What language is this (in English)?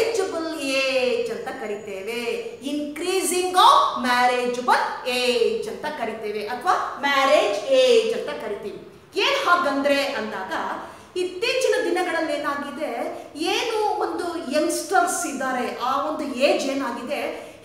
Kannada